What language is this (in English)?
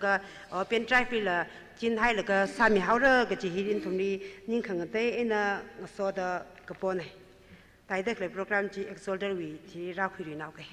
Tangkhul Naga (India)